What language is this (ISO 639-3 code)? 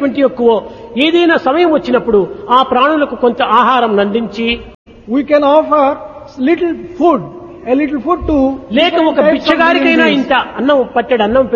tel